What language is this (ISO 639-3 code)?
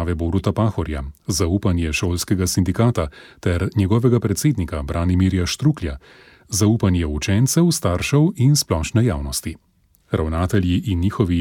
slv